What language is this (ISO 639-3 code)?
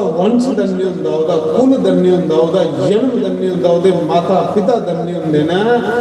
doi